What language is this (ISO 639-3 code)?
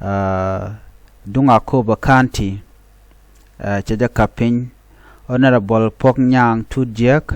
nus